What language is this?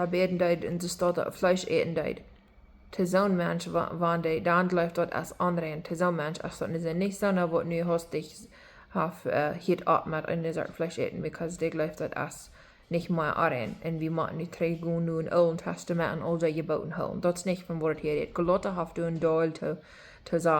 Plautdietsch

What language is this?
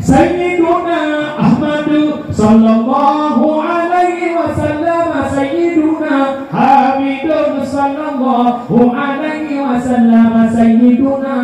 Achinese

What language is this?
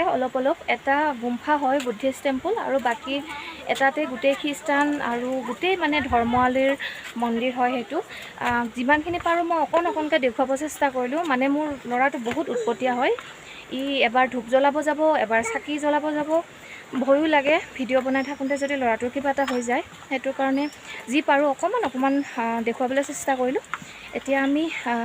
Assamese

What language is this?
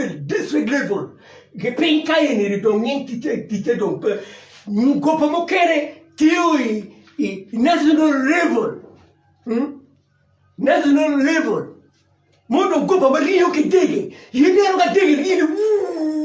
Acoli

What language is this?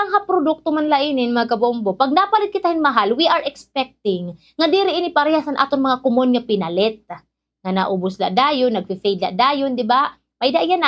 Waray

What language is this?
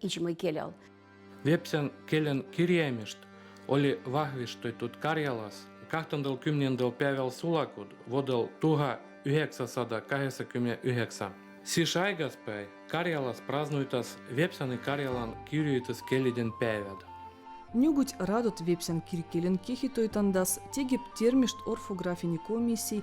Veps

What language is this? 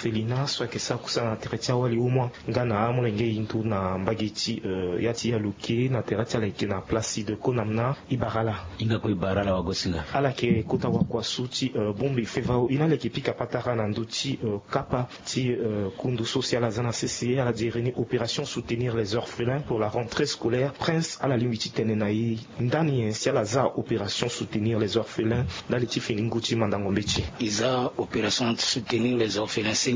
Sango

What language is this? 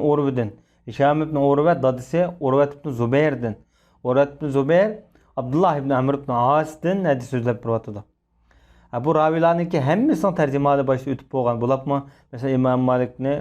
Uyghur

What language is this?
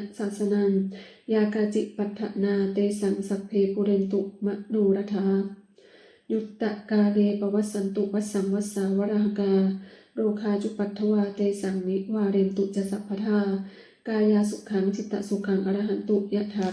Pali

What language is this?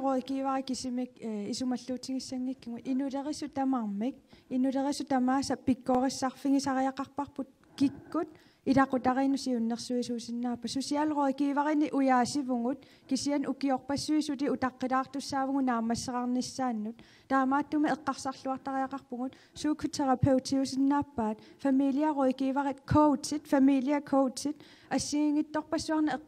Kalaallisut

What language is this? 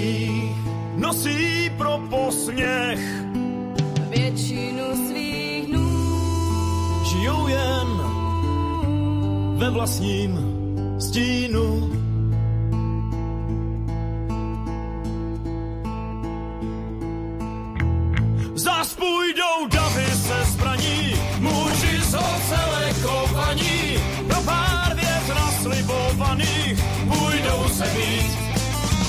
Czech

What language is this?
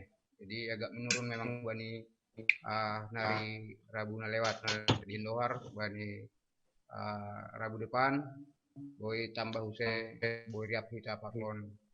Batak Simalungun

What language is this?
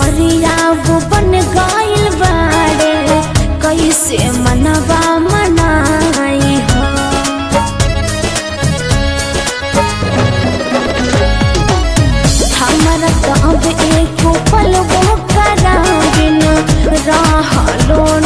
Bhojpuri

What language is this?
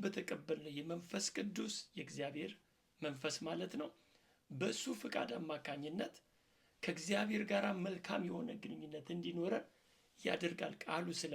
Amharic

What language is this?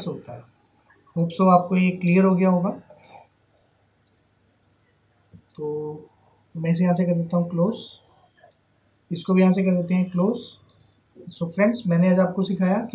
Hindi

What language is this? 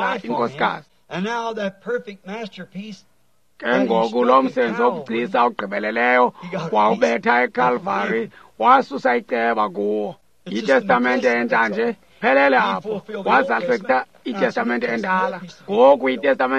Xhosa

